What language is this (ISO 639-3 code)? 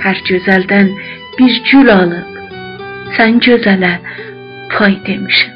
azb